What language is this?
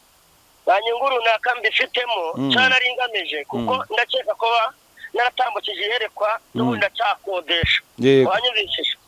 Kinyarwanda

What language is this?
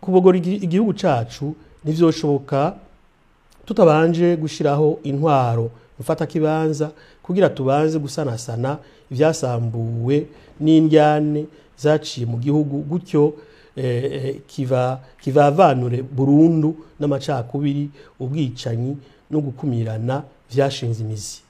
Rundi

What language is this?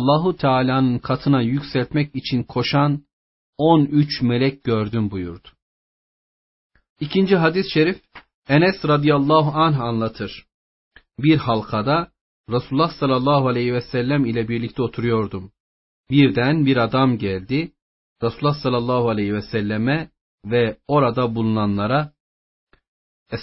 Turkish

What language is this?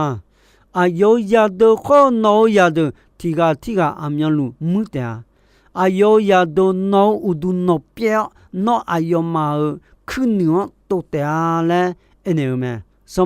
Akha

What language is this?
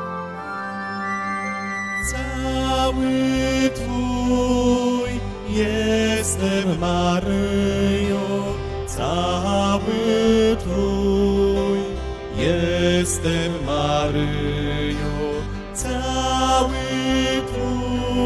Polish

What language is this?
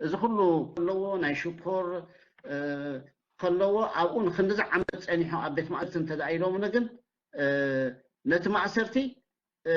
Tigrinya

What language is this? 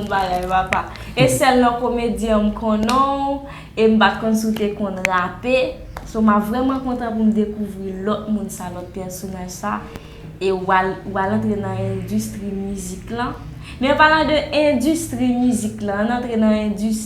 Haitian Creole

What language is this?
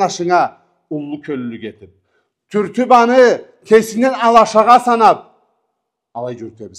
Karachay-Balkar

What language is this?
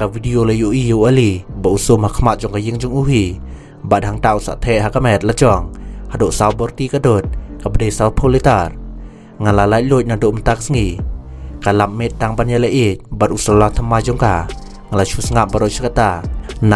Khasi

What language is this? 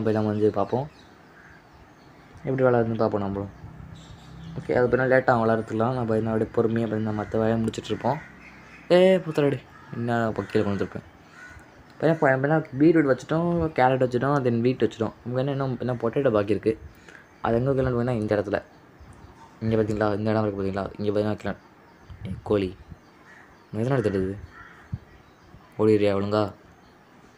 Tamil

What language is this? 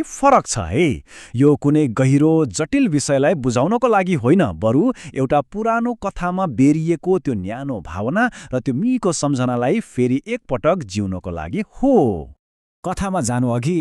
Nepali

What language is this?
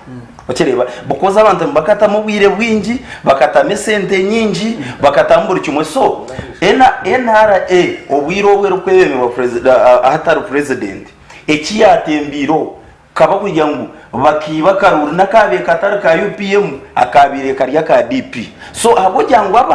Nyankole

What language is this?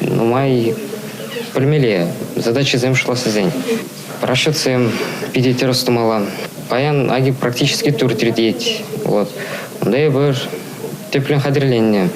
Chuvash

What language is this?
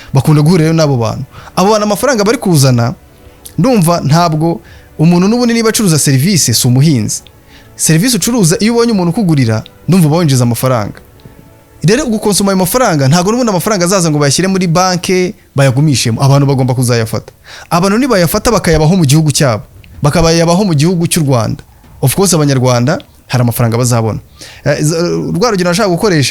Kinyarwanda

